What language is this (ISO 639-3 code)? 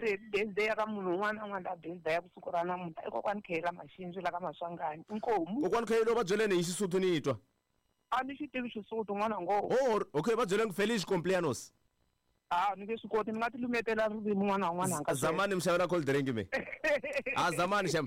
tso